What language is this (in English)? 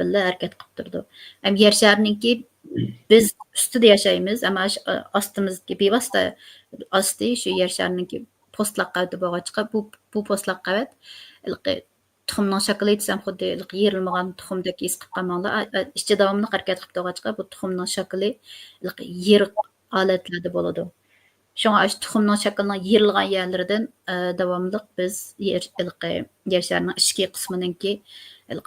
Uyghur